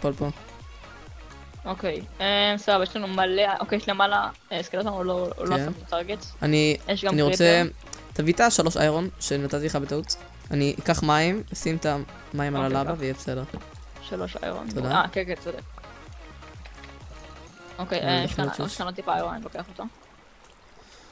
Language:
Hebrew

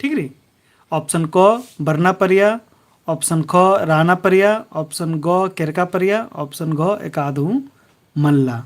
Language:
Kurukh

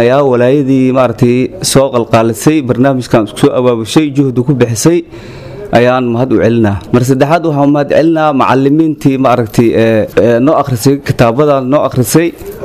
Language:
Somali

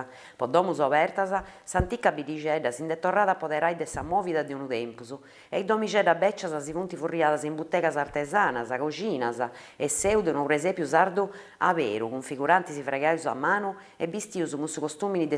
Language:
Sardinian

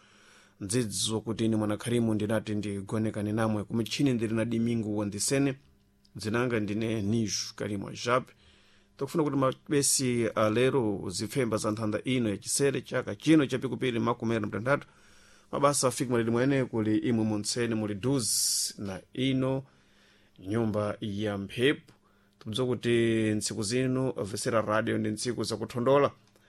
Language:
Sena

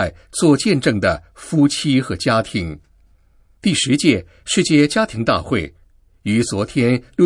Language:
Chinese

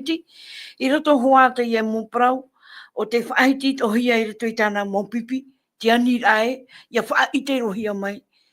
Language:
Tahitian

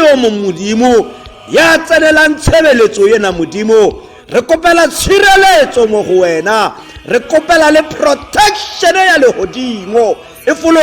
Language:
Tswana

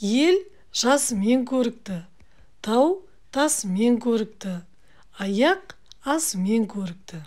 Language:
Kazakh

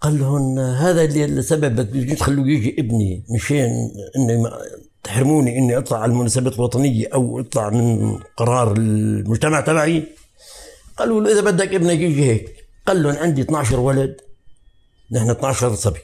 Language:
North Levantine Arabic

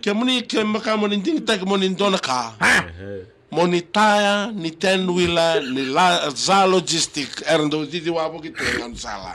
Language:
Fijian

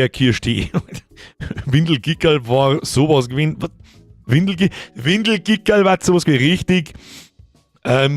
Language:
Bavarian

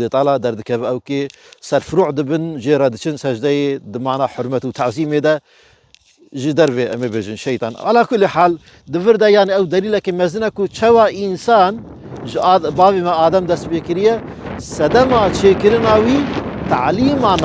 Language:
Kurdish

